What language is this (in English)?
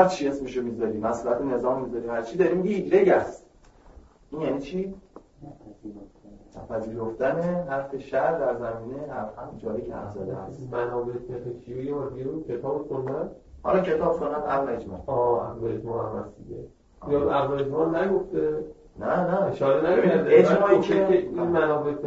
Persian